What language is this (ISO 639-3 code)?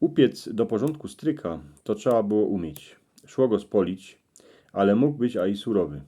szl